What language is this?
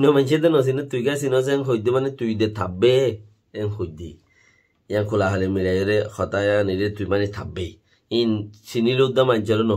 Rohingya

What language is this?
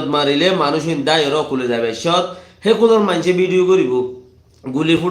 Rohingya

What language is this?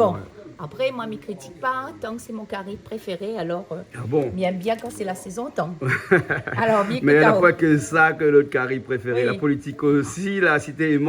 Réunion Creole French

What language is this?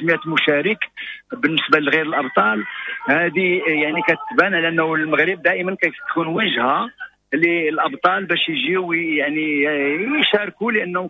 Moroccan Arabic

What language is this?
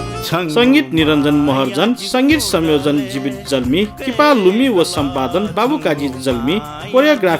Newari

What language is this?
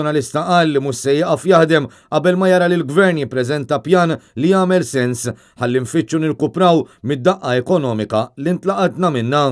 Maltese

